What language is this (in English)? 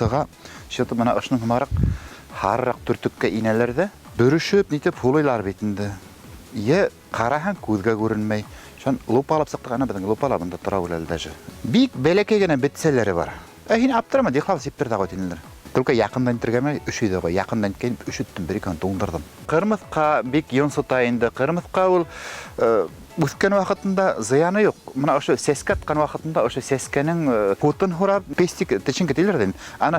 Bashkir